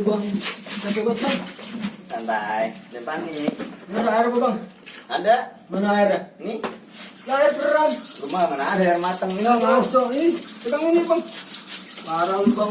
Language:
Betawi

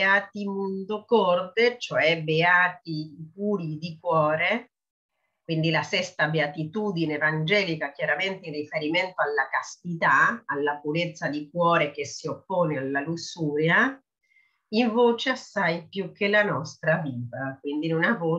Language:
Italian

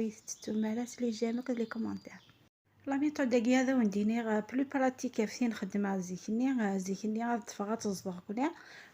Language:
Kabyle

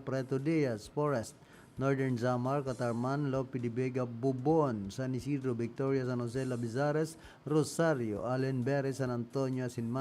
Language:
Bikol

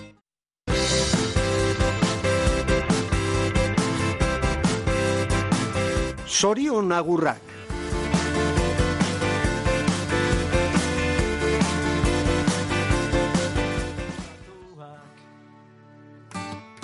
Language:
Basque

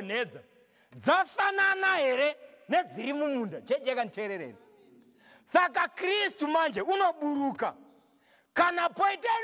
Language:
Shona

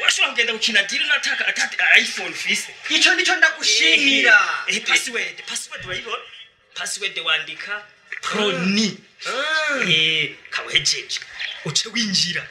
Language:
Rundi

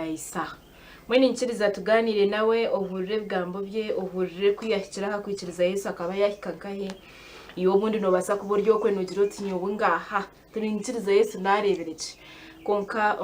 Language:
Nyankole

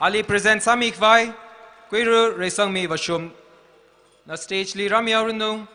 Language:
Tangkhul Naga (India)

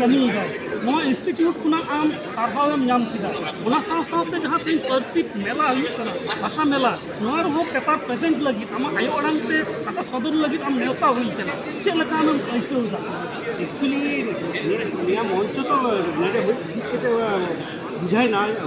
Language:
Santali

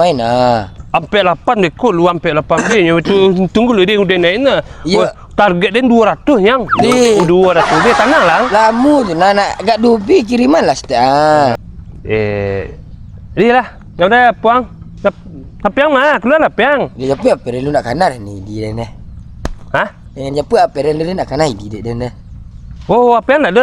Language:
Minangkabau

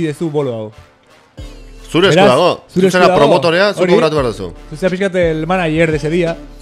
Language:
Basque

